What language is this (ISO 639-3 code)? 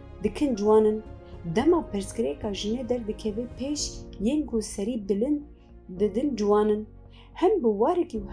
kur